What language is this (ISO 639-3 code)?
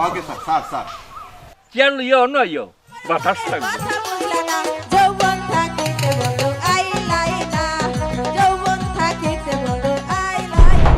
syl